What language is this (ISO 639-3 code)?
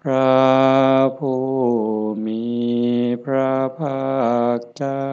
tts